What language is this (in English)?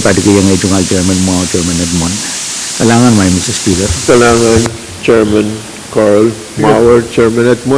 Pohnpeian